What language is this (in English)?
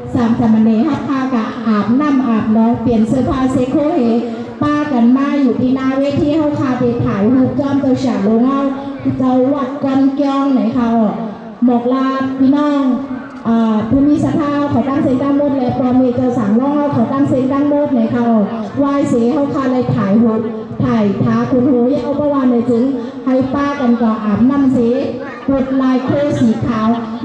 Shan